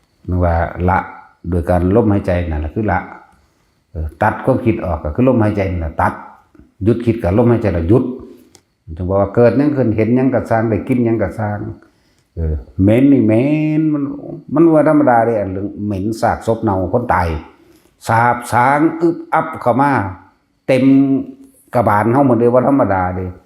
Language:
Northeastern Thai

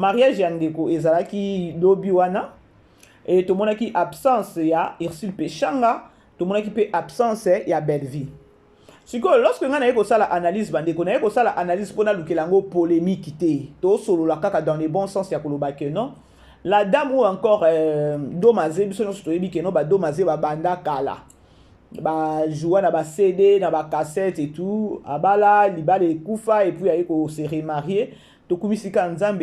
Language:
Lingala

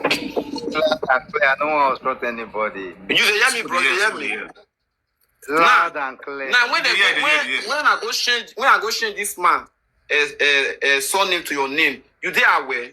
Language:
Nigerian Pidgin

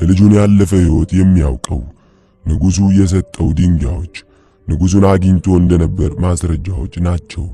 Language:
Amharic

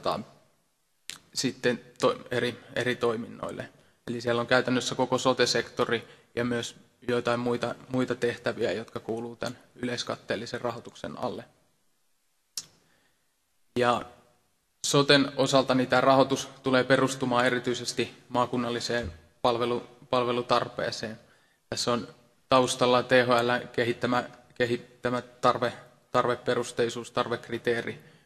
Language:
Finnish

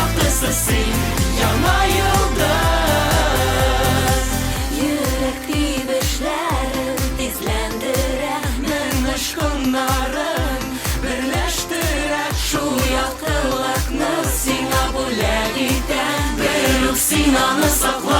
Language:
Tatar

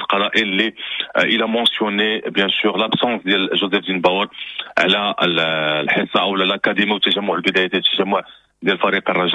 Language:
Moroccan Arabic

